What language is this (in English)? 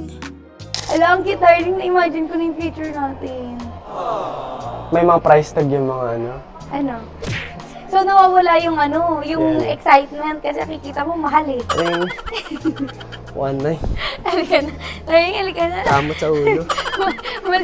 Filipino